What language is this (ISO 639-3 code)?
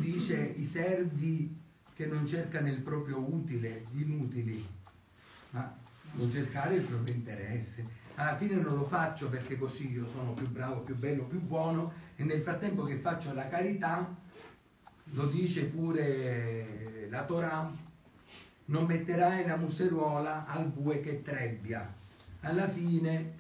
ita